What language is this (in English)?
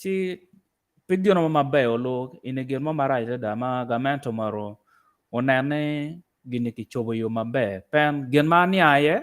Acoli